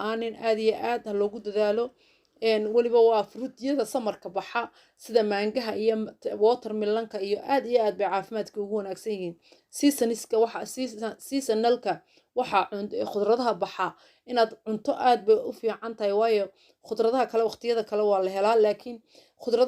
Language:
Somali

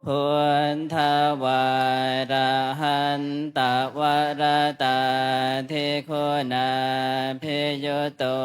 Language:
Pali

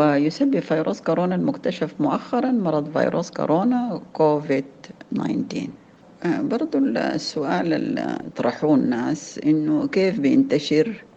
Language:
Sudanese Arabic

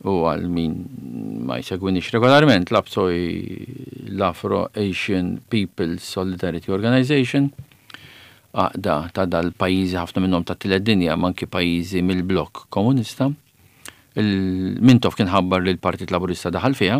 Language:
Maltese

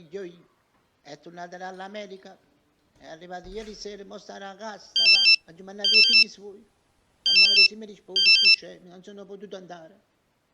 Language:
Neapolitan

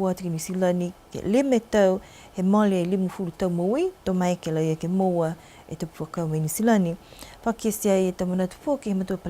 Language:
Niuean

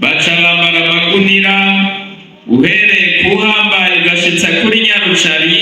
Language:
Rundi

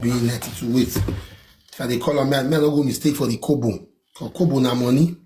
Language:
Nigerian Pidgin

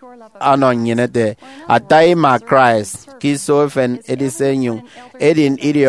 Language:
Efik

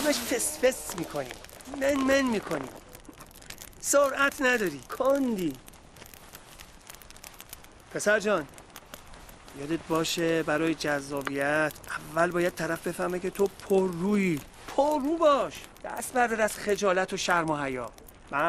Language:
Persian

